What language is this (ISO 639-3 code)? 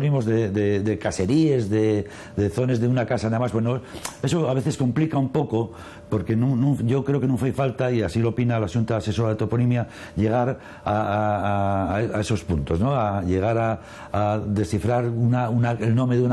ast